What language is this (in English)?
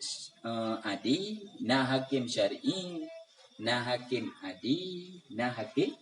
Achinese